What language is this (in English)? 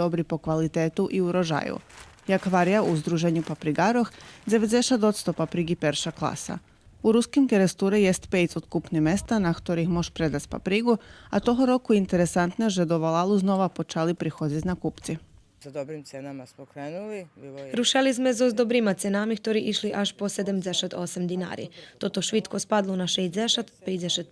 Rusyn